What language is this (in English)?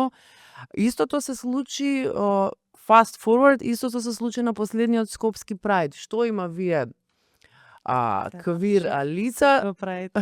Macedonian